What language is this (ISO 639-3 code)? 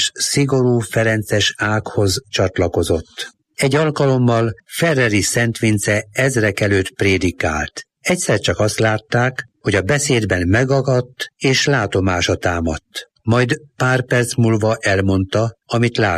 hun